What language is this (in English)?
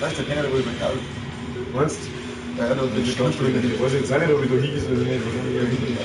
Bavarian